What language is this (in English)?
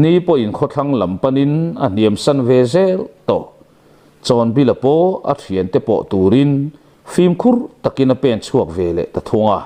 Mizo